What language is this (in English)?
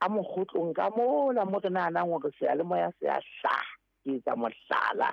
Southern Sotho